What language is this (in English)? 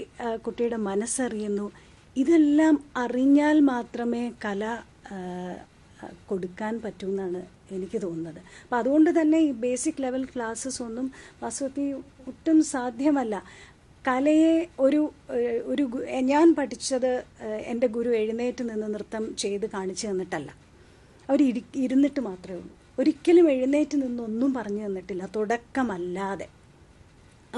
Malayalam